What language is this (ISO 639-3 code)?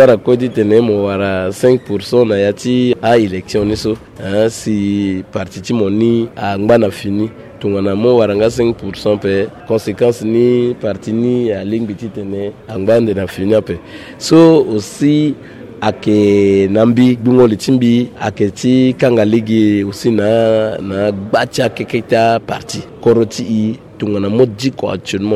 sag